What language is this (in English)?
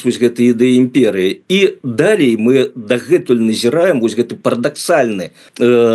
Belarusian